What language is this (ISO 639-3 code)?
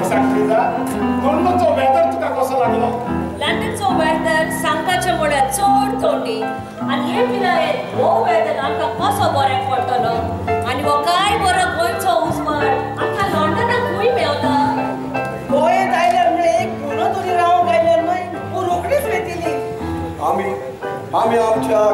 kok